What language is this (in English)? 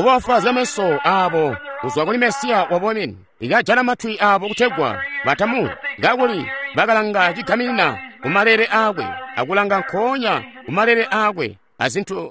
Tonga (Zambia)